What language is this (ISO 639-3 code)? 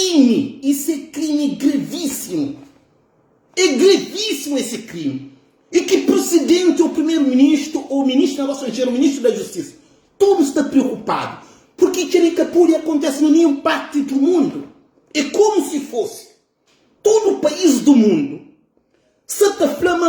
kea